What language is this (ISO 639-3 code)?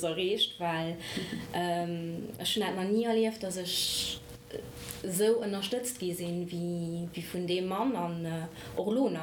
ltz